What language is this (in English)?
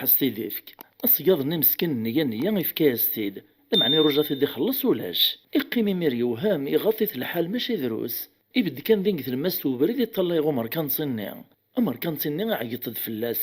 Kabyle